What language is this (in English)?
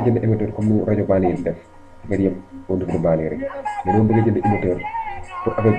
Wolof